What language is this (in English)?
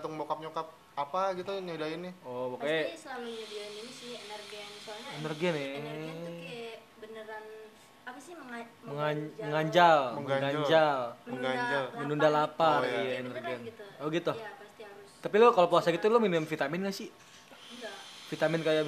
Indonesian